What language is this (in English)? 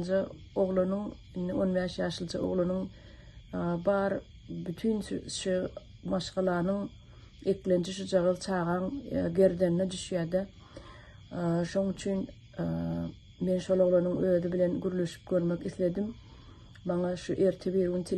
Turkmen